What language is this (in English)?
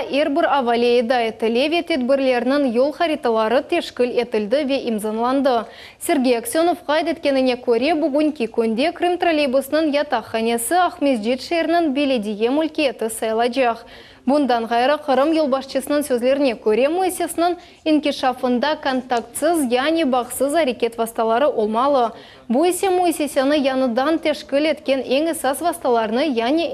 Crimean Tatar